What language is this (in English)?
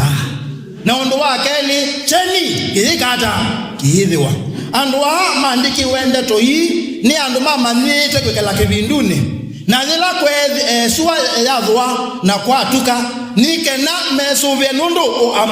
Kamba